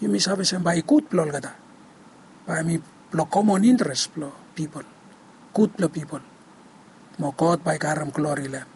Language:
Bislama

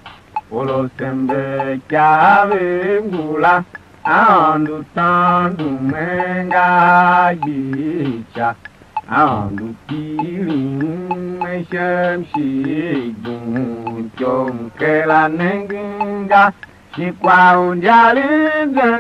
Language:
Tiv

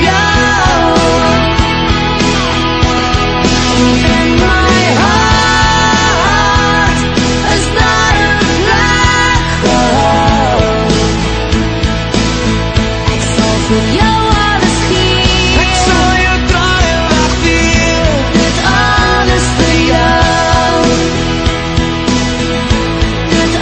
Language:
Afrikaans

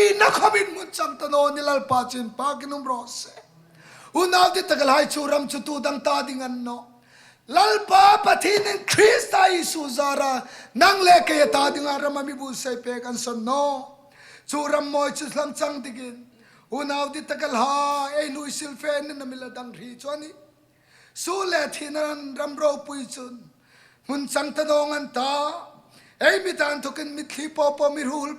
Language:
Hmar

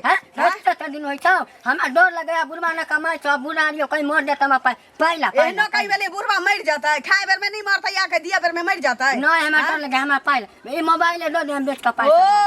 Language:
Maithili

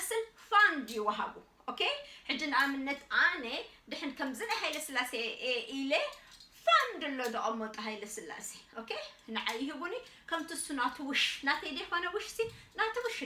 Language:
Tigrinya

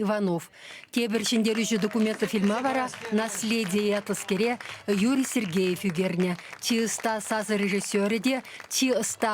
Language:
Chuvash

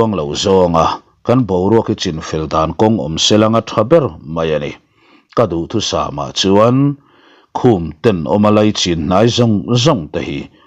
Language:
Mizo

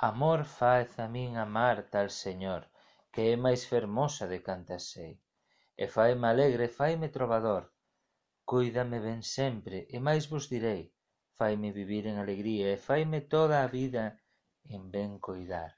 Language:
Galician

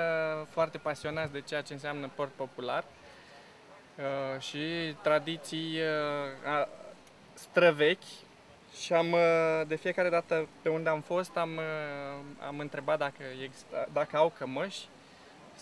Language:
Romanian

